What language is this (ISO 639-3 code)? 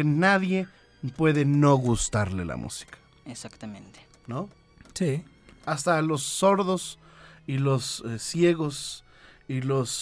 spa